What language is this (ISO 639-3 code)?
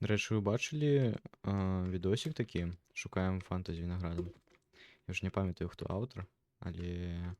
bel